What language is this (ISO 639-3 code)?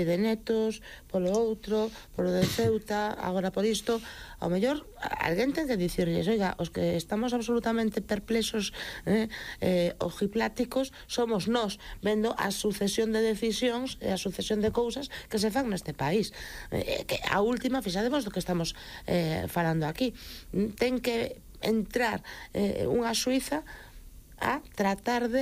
glg